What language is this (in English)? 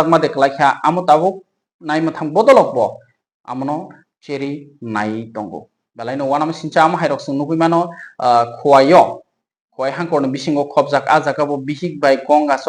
Kok Borok